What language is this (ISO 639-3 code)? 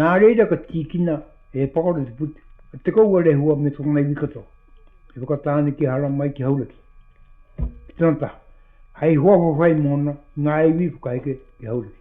mri